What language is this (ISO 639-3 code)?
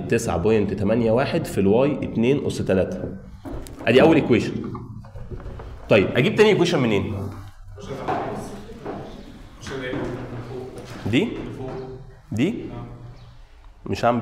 arz